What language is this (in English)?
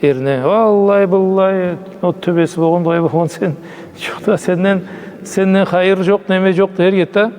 Karachay-Balkar